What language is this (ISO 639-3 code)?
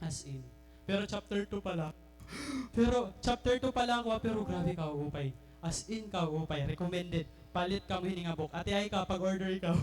war